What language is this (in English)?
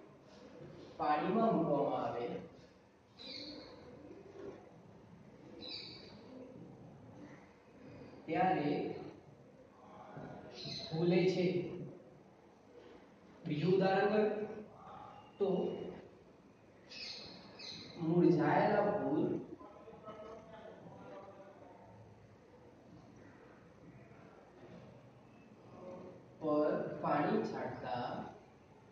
Gujarati